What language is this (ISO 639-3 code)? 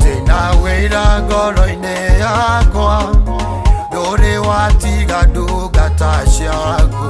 kik